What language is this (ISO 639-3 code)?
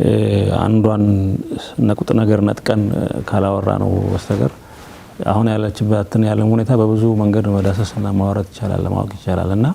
amh